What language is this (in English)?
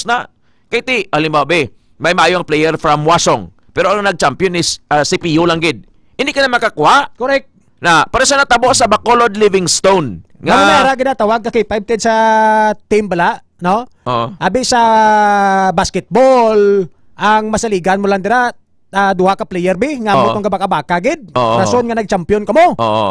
Hiligaynon